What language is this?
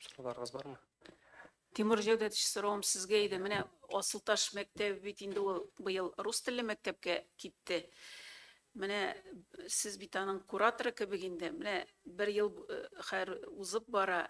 Tatar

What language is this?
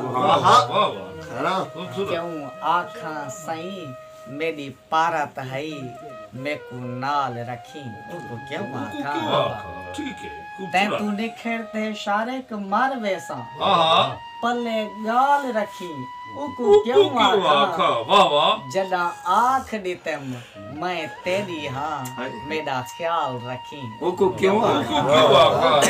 Saraiki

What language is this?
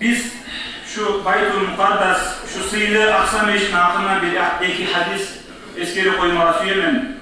Kumyk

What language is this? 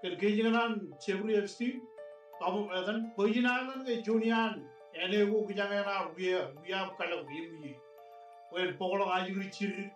Marshallese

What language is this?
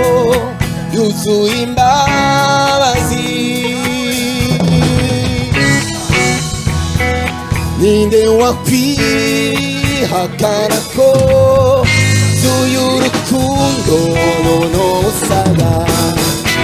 Kinyarwanda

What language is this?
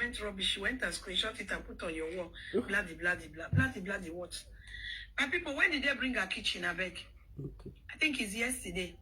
Nigerian Pidgin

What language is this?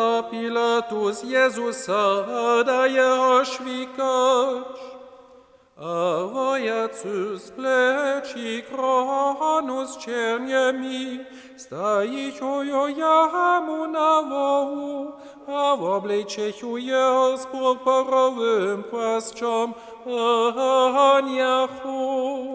Upper Sorbian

